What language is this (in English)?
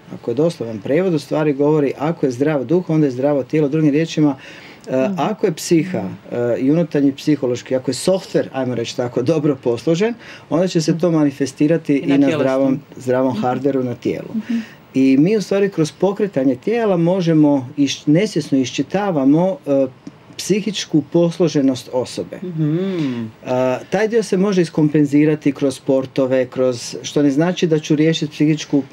Croatian